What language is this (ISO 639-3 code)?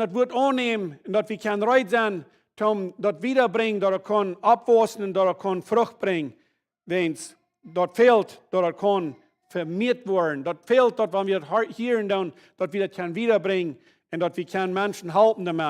pdt